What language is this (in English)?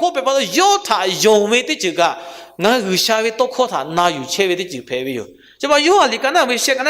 Lahu